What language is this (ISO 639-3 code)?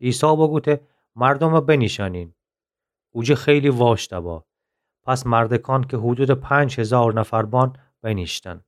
glk